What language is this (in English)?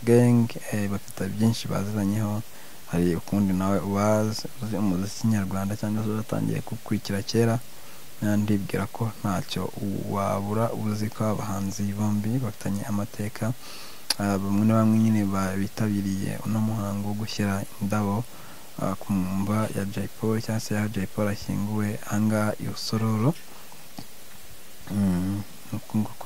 Kinyarwanda